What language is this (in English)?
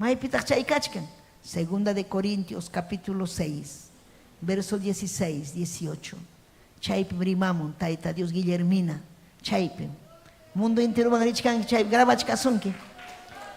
Ayacucho Quechua